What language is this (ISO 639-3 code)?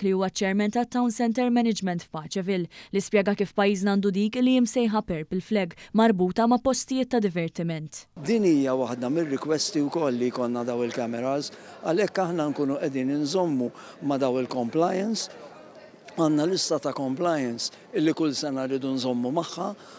mlt